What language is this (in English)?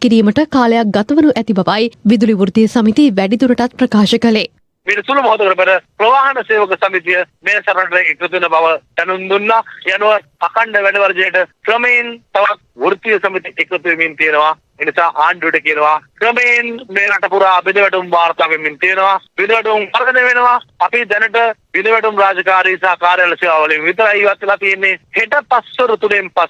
Sinhala